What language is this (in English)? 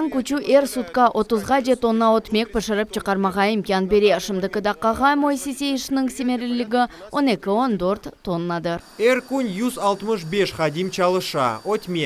Crimean Tatar